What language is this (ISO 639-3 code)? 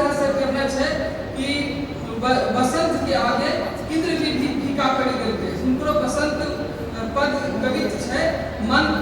anp